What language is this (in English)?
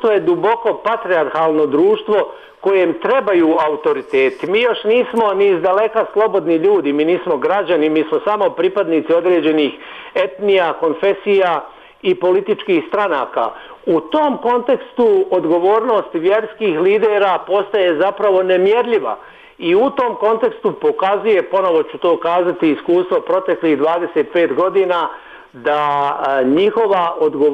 Bosnian